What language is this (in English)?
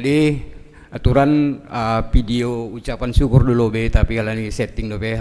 Batak Simalungun